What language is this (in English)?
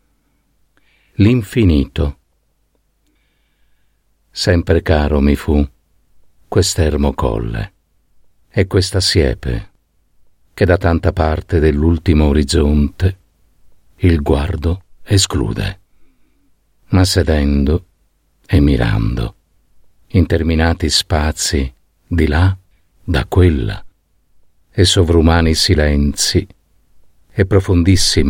Italian